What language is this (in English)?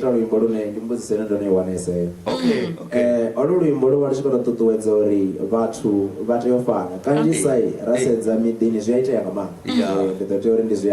Venda